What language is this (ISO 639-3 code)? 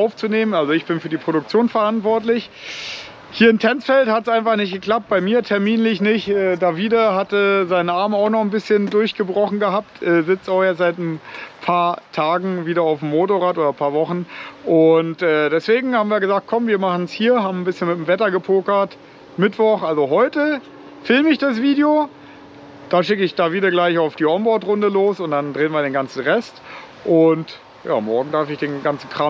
deu